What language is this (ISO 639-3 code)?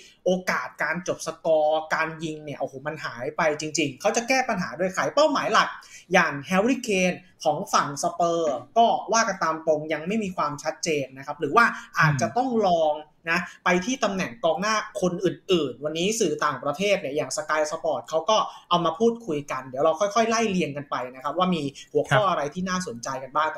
tha